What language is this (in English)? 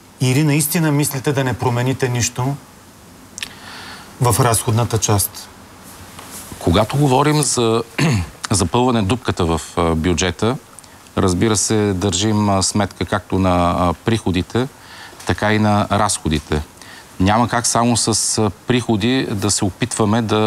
Bulgarian